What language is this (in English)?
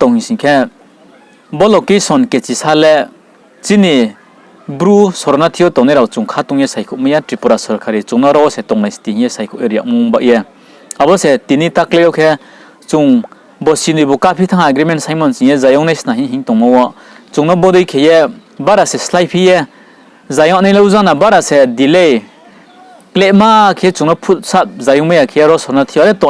Riang (India)